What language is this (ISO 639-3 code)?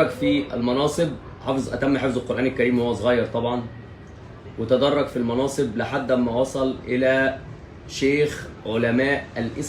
arz